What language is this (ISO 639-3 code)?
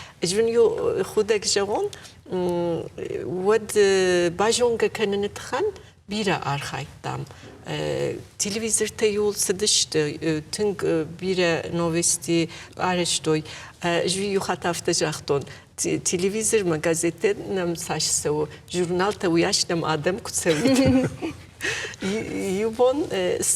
oss